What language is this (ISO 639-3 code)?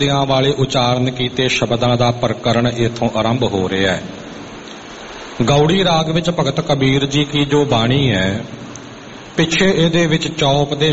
pan